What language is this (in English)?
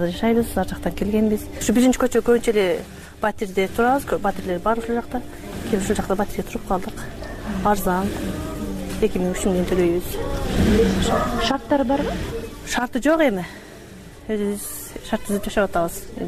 Kyrgyz